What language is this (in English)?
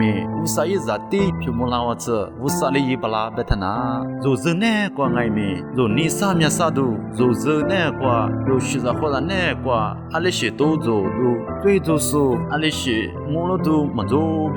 Lisu